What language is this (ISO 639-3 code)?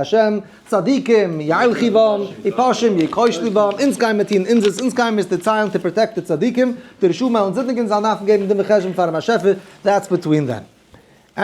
yid